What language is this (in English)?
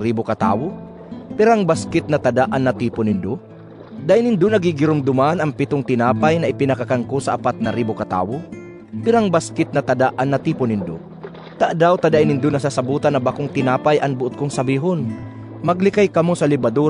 Bikol